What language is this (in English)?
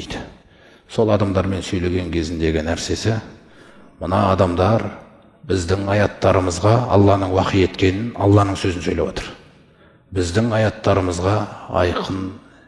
Kazakh